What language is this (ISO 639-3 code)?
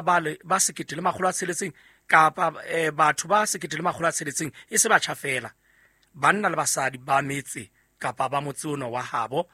sot